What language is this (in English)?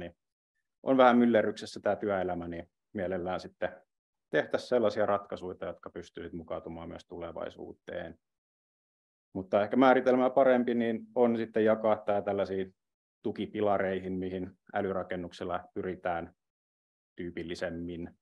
Finnish